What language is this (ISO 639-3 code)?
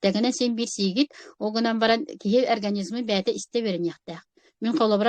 sah